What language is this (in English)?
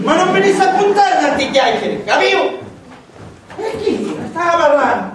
Sicilian